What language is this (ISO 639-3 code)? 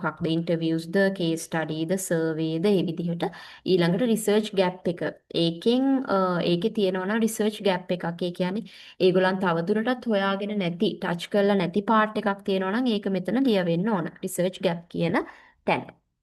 sin